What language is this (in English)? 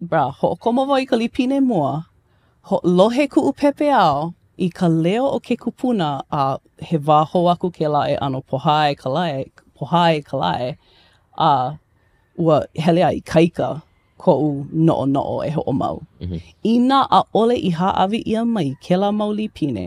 Hawaiian